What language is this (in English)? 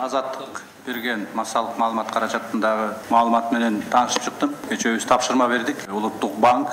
Kyrgyz